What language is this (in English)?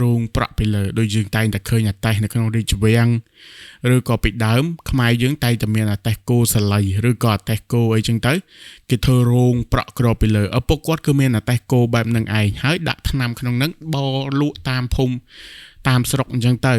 Khmer